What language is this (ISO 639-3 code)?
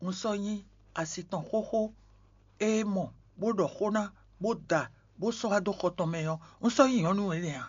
fon